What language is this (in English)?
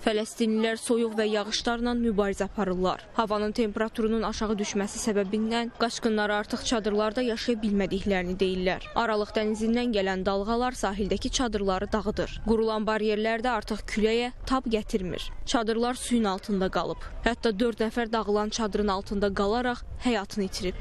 Azerbaijani